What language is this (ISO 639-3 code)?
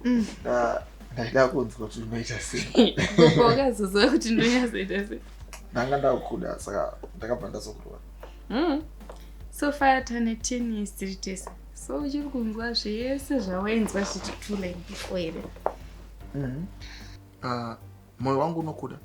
sna